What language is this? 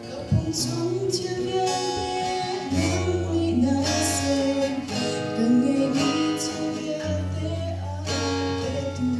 Hakha Chin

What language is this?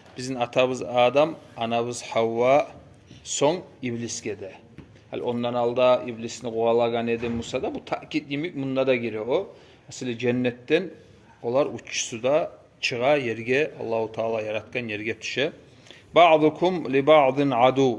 Kumyk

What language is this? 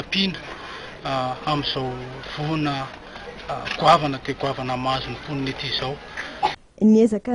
Malagasy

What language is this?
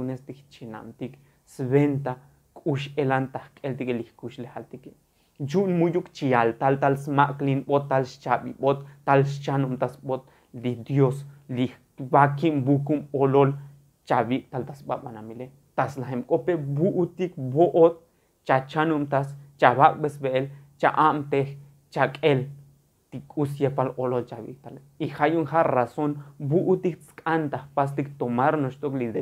Tzotzil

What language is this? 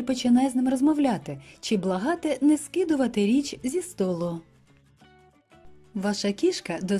Ukrainian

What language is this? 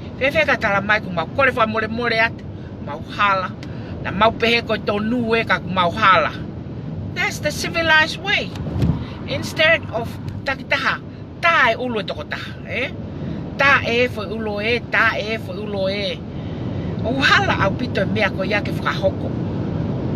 Tongan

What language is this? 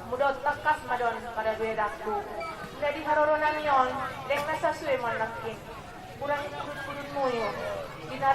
Batak Angkola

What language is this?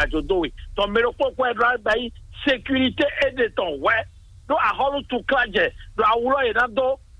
Fon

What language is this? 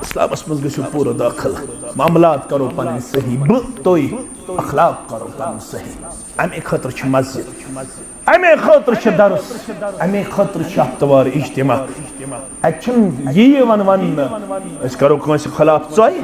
Kashmiri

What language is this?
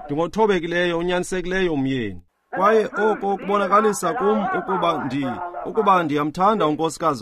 Xhosa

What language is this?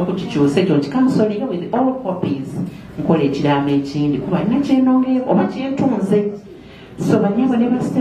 Soga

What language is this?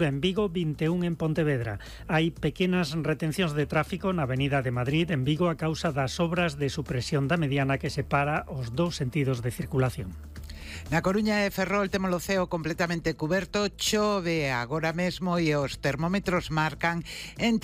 Galician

